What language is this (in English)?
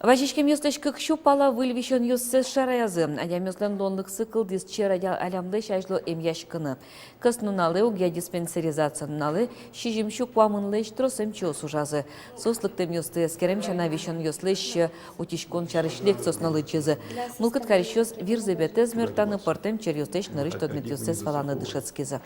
Udmurt